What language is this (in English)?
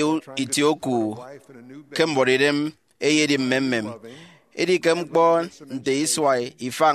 Efik